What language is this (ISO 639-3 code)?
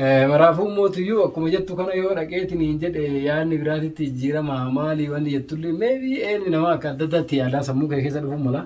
orm